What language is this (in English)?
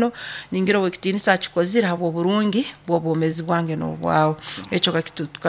Nyoro